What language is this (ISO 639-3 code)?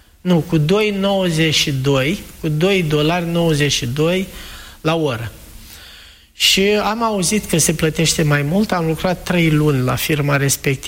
ron